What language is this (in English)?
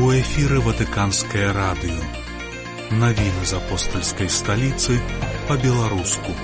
Belarusian